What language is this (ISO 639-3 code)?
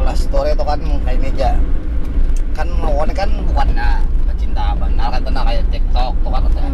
bjn